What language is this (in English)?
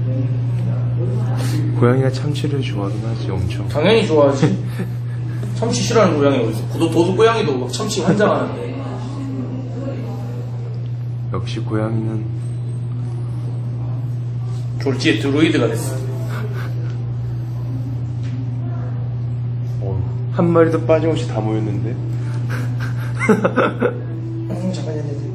Korean